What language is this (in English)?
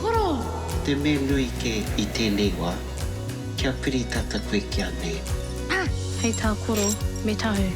Māori